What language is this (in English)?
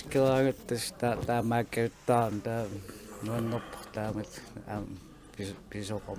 Kalaallisut